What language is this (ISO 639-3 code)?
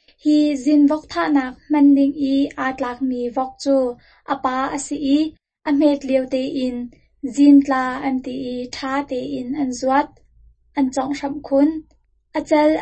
cnh